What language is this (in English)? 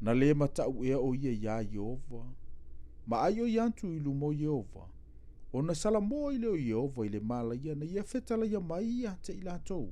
Samoan